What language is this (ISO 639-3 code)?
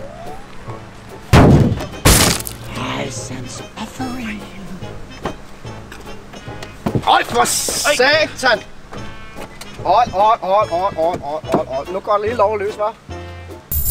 dan